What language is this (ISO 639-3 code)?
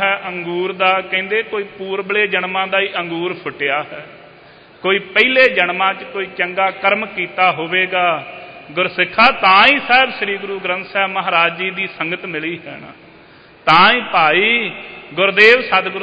pan